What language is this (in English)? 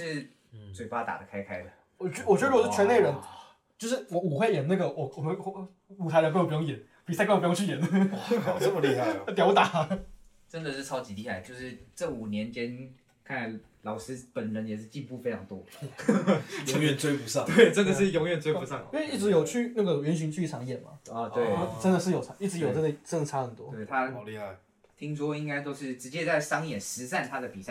Chinese